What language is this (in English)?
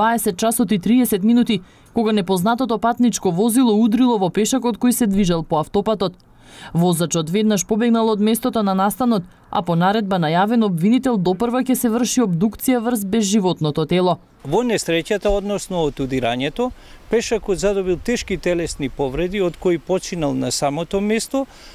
Macedonian